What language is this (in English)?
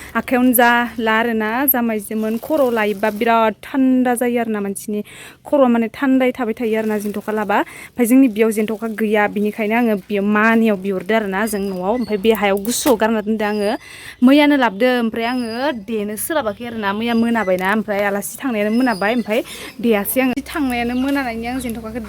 Bodo